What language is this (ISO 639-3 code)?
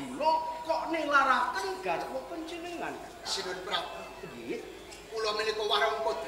jav